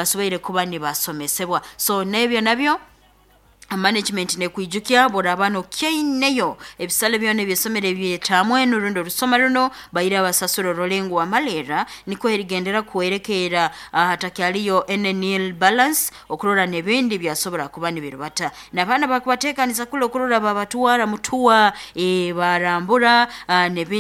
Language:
Nyoro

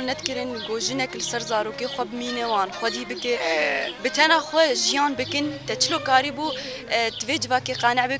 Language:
Kurdish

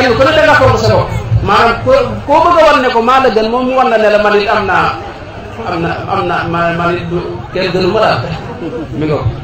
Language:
Wolof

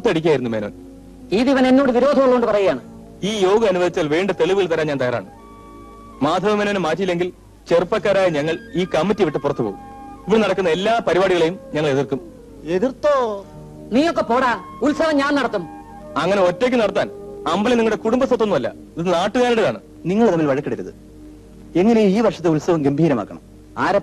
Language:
Malayalam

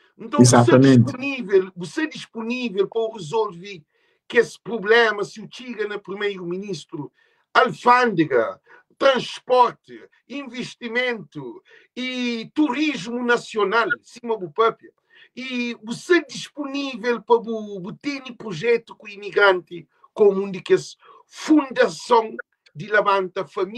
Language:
Kabuverdianu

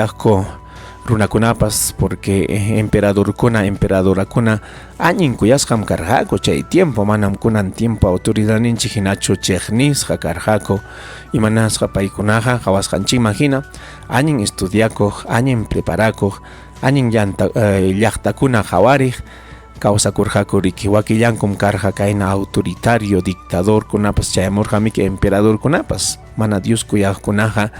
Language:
Ayacucho Quechua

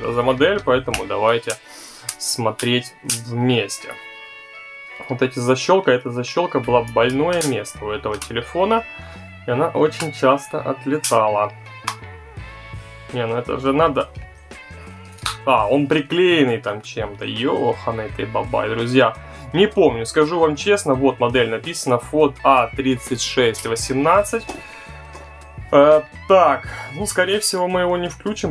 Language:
Russian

